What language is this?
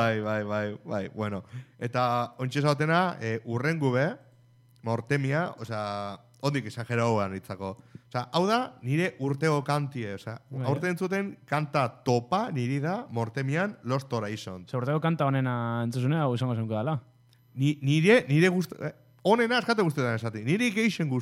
Basque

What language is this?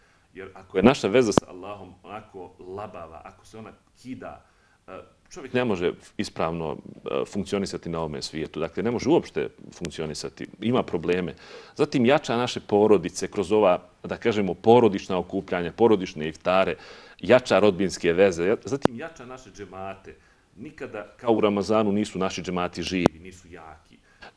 Bosnian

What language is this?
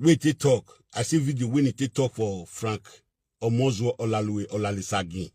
Nigerian Pidgin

